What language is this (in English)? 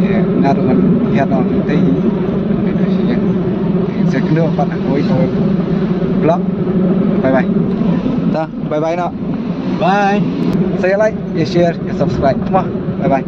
Khasi